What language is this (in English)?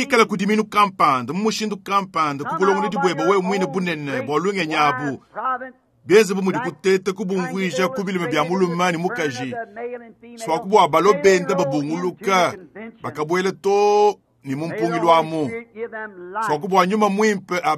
Luba-Lulua